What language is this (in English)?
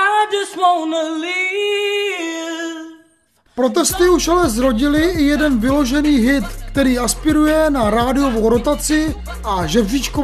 Czech